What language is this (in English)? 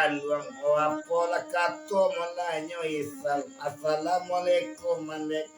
Minangkabau